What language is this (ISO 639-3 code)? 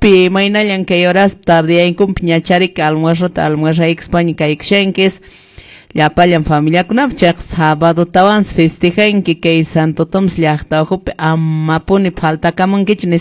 que